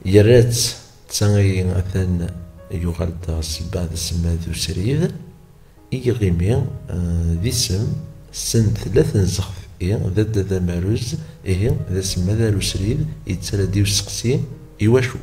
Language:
Kabyle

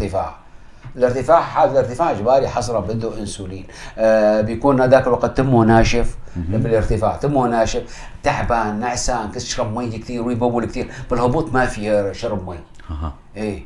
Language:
North Levantine Arabic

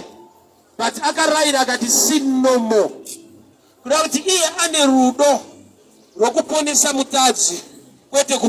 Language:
Shona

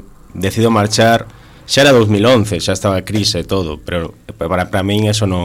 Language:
Galician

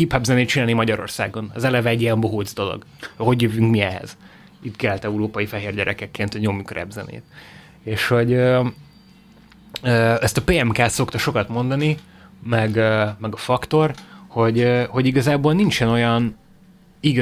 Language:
Hungarian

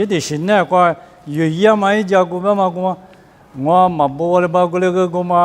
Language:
Lisu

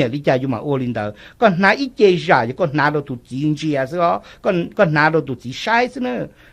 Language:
Hmong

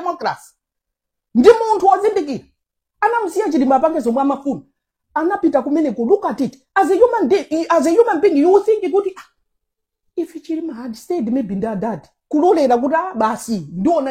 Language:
Nyanja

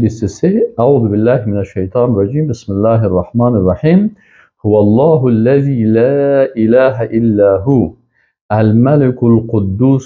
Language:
Persian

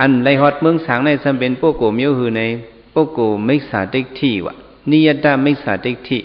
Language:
Shan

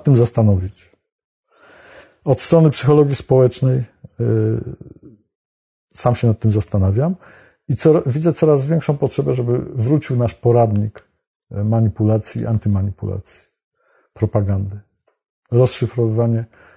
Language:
Polish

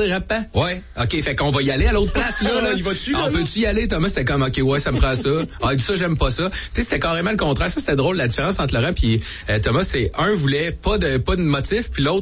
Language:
French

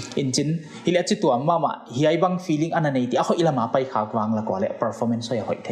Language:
Paite Chin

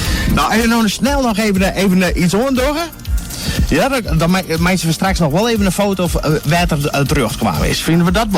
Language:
Western Frisian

